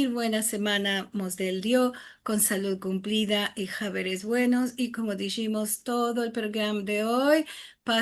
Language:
Ladino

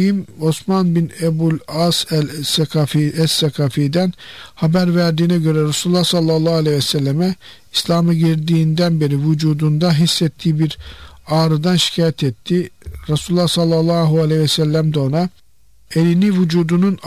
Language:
Turkish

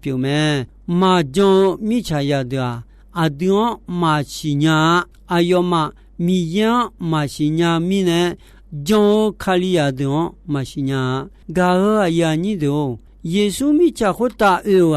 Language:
Akha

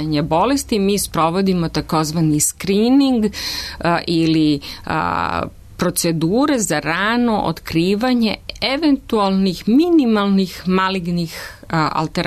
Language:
Serbian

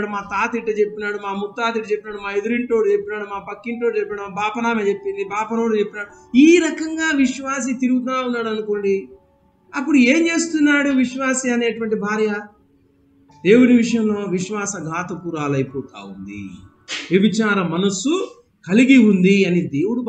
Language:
Telugu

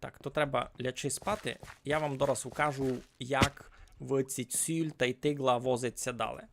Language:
Rusyn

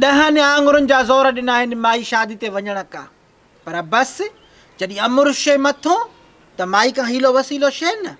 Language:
Sindhi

